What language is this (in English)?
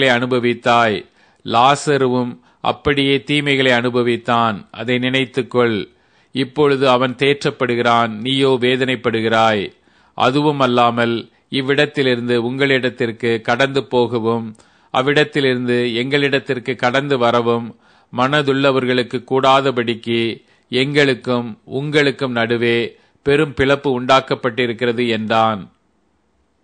Tamil